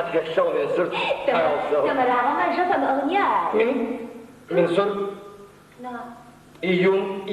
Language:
Adyghe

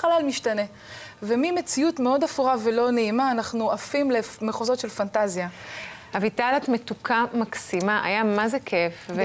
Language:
Hebrew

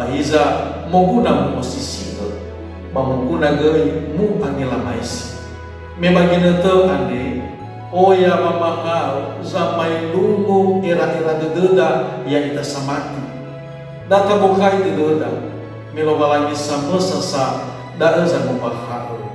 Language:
Nias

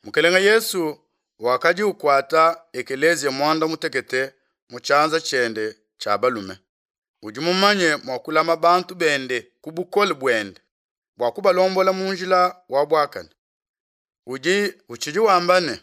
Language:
Luba-Lulua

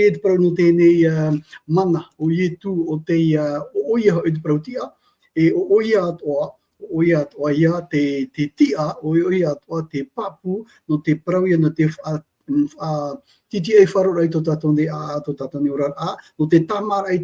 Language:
Tahitian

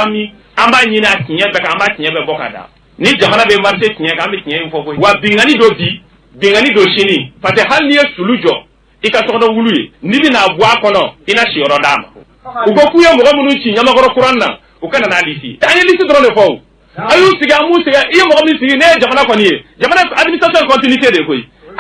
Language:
Bambara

